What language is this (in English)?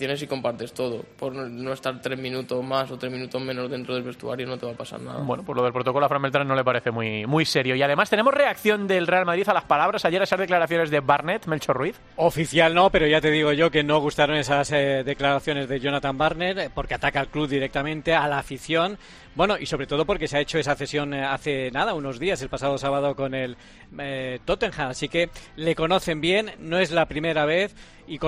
Spanish